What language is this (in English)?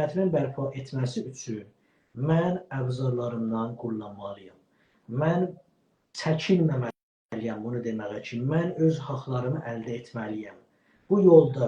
South Azerbaijani